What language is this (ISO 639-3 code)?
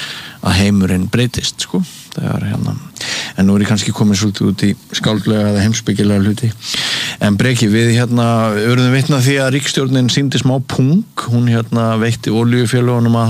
isl